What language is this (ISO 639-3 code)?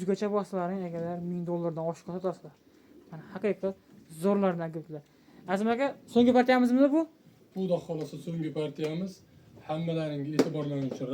uzb